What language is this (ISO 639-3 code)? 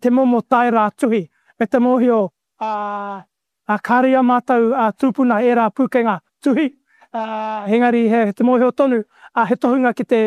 mri